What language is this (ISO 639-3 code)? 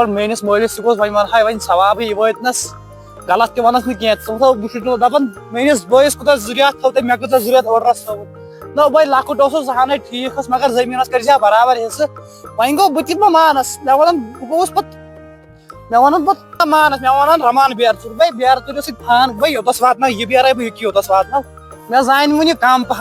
kas